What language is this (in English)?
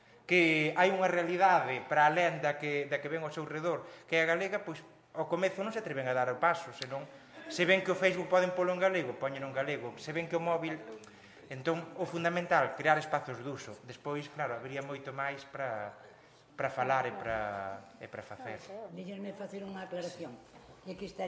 Galician